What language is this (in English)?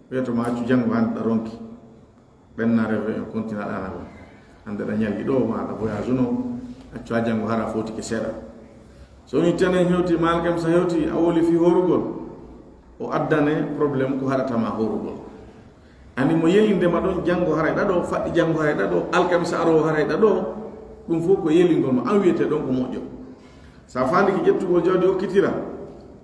Pular